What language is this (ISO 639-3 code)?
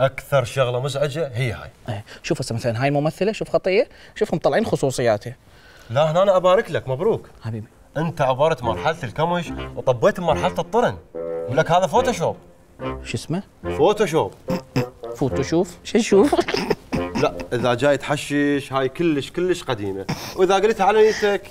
acm